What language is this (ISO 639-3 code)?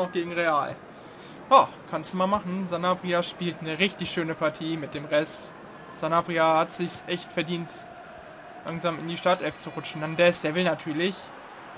deu